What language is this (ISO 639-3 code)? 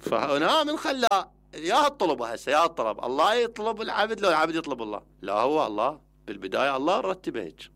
acm